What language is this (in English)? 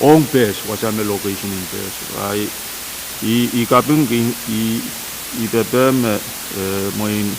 Pohnpeian